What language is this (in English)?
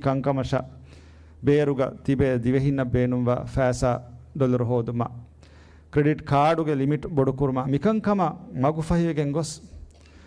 Divehi